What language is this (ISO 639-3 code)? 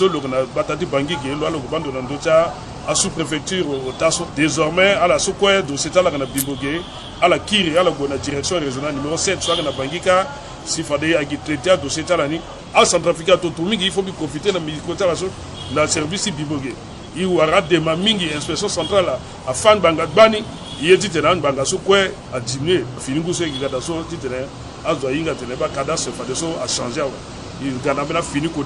sag